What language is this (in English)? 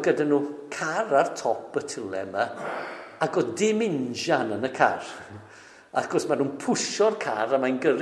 Welsh